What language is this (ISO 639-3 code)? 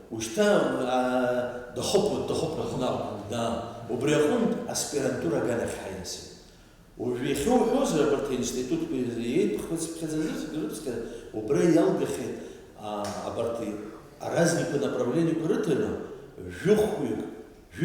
abk